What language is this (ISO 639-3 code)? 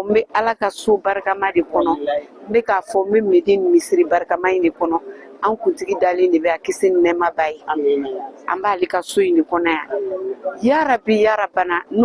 bam